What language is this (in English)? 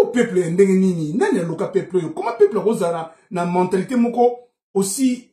Lingala